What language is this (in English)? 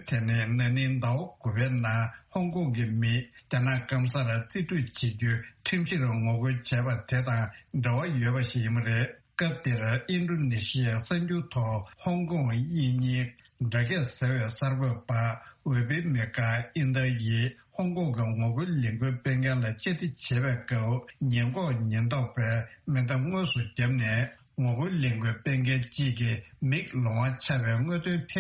Tibetan